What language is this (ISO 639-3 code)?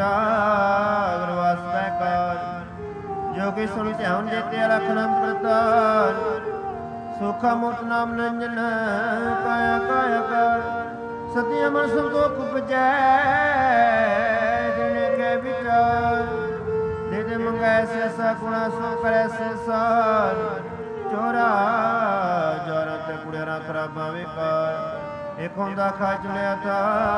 pan